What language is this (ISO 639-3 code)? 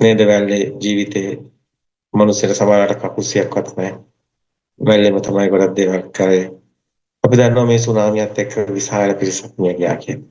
sin